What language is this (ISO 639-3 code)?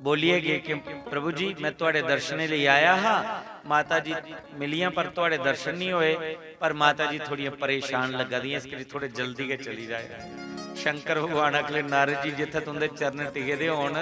doi